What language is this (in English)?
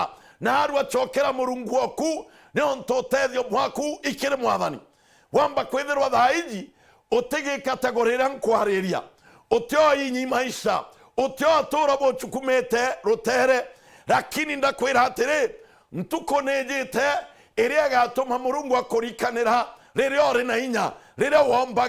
Meru